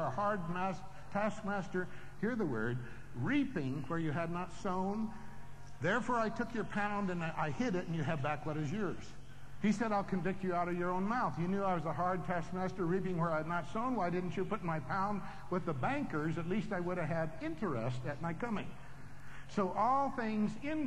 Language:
English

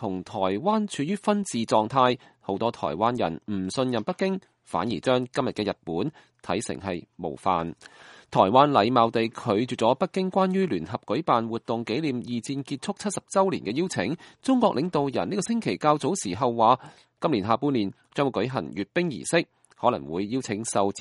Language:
Cantonese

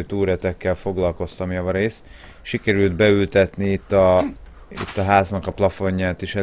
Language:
Hungarian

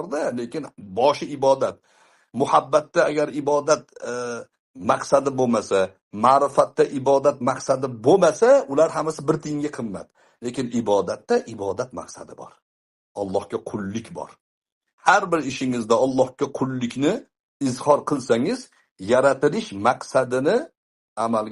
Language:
Uzbek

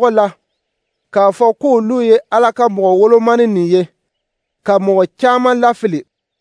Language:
Dyula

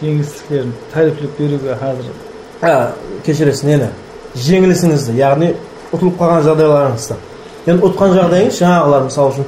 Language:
Kara-Kalpak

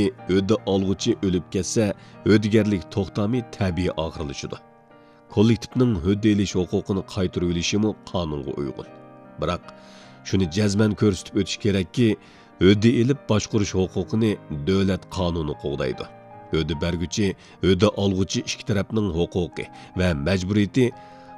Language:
Uyghur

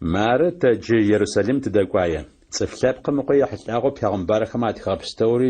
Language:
Adyghe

